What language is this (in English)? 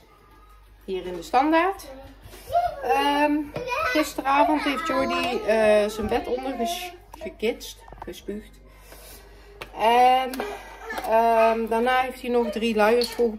Dutch